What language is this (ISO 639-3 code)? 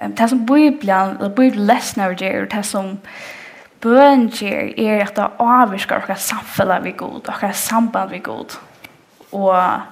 fao